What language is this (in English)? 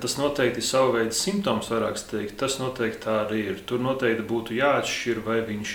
Latvian